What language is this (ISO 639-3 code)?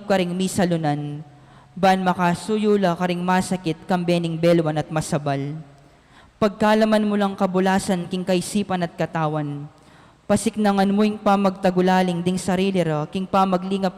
pam